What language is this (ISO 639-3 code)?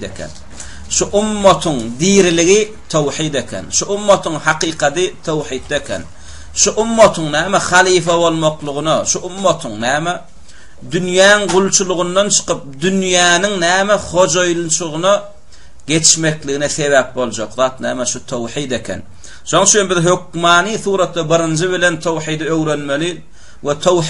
tuk